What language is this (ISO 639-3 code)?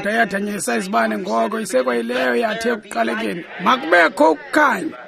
xho